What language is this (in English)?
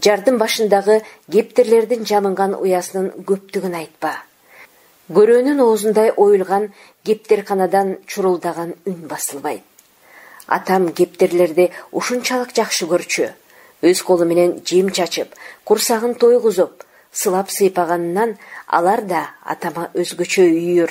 Kyrgyz